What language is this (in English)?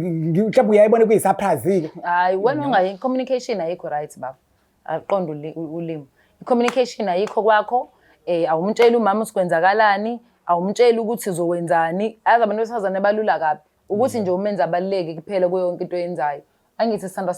Zulu